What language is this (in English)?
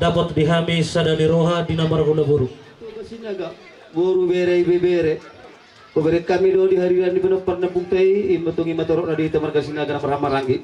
Batak Toba